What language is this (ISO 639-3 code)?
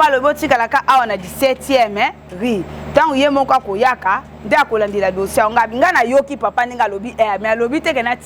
lin